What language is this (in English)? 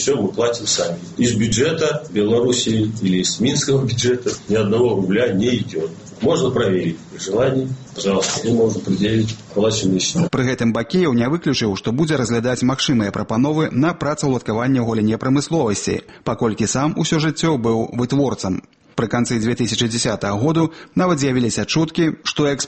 Belarusian